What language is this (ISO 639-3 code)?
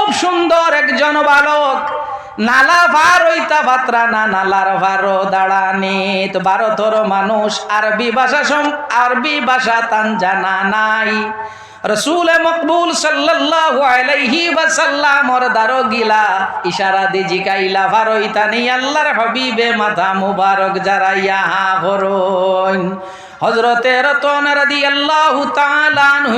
syl